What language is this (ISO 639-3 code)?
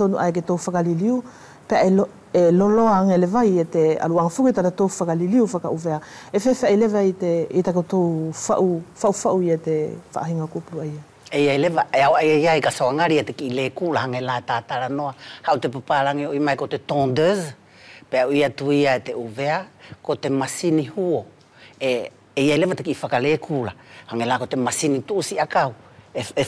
wls